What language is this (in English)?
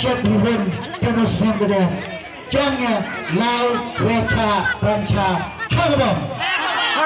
Khasi